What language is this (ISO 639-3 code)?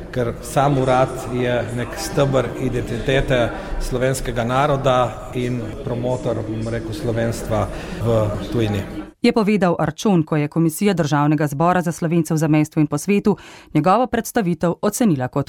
slv